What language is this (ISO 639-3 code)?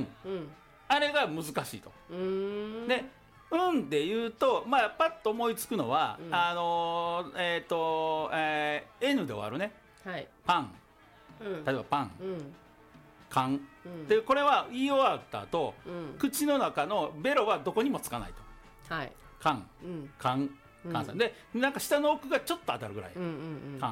jpn